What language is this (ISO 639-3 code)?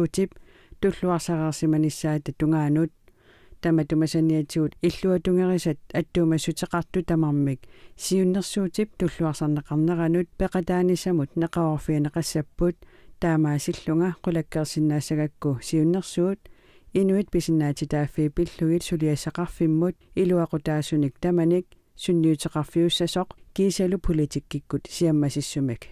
kal